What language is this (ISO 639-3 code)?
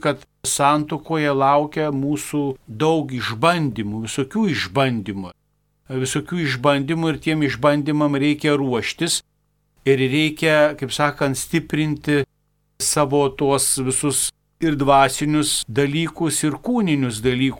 lit